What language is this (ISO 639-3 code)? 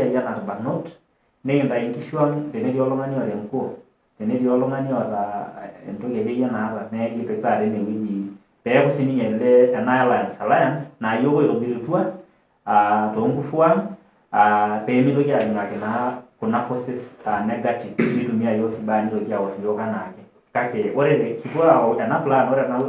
mas